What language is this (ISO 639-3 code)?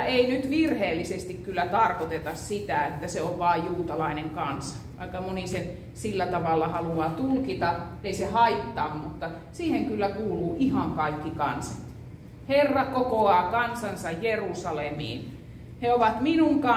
fin